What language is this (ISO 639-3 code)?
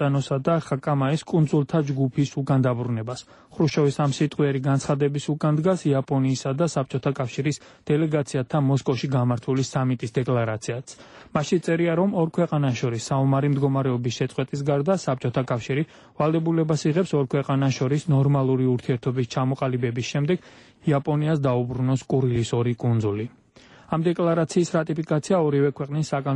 kat